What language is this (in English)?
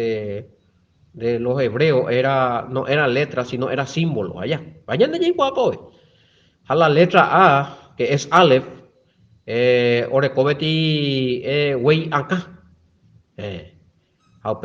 Guarani